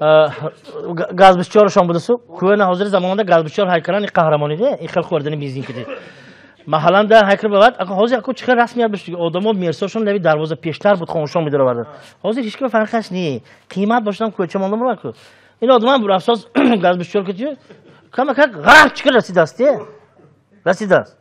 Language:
Tajik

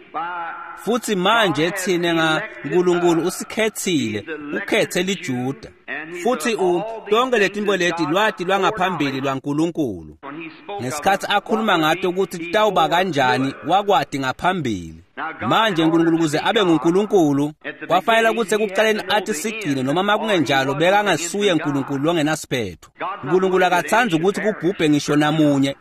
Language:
Swati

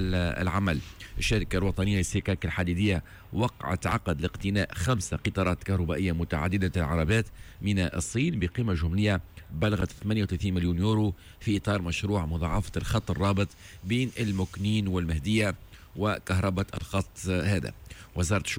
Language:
Tunisian Arabic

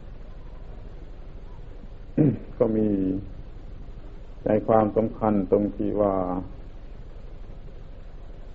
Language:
Thai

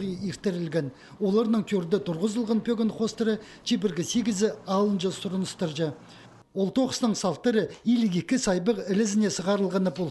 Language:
Khakas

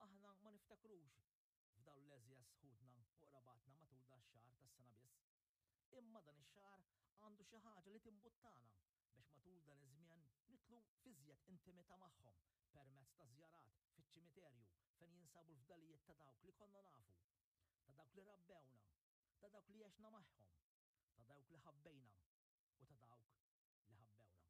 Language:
Maltese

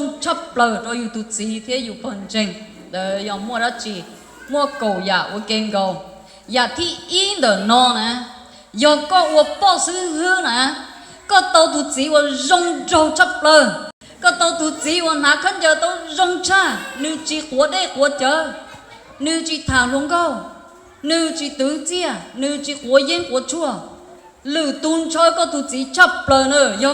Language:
Hmong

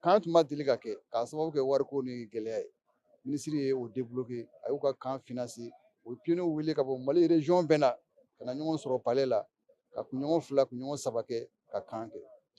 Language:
Bambara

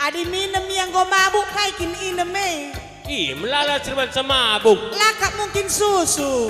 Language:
Batak Karo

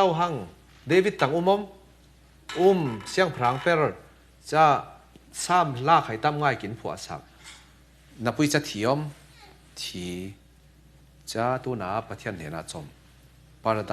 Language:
Falam Chin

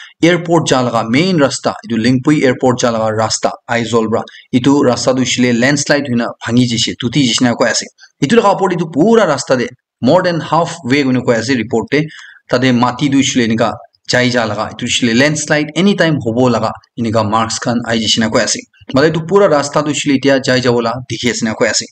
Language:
Naga Pidgin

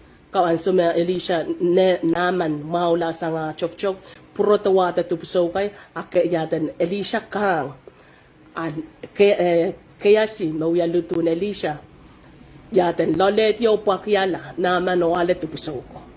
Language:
Pohnpeian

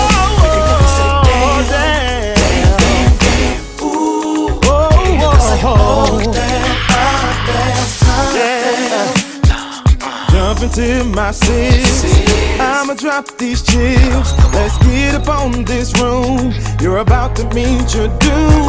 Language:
English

